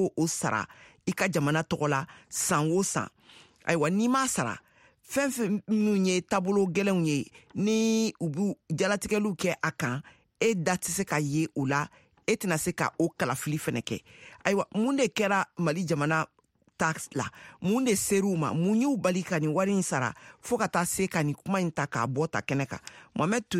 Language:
Bambara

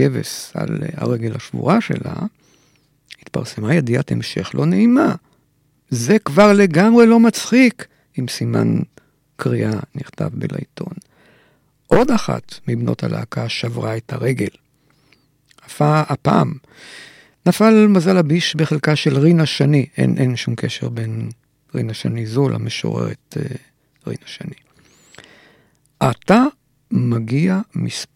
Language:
Hebrew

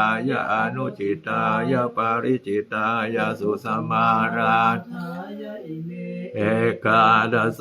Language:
Pali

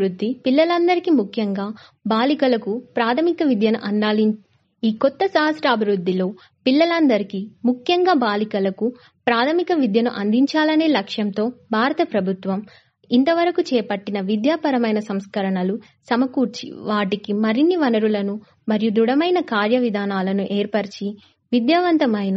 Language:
Telugu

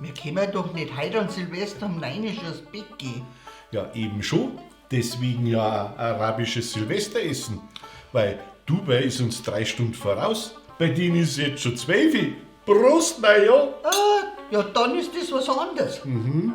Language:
Bavarian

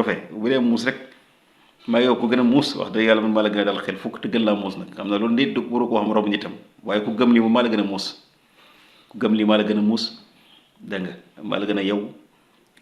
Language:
Wolof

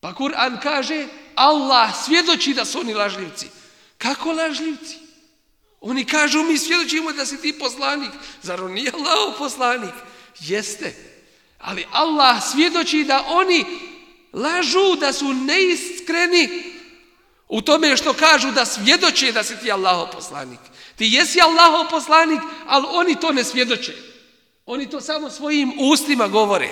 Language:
Bosnian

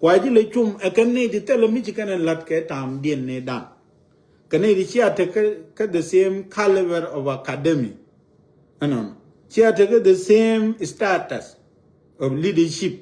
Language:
Nuer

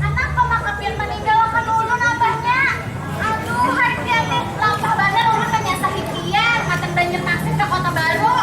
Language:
Banjar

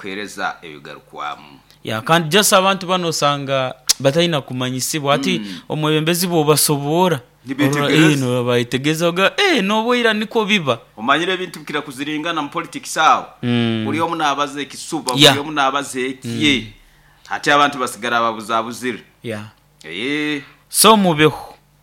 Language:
Nyoro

